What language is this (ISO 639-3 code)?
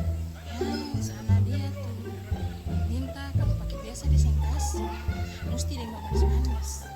abs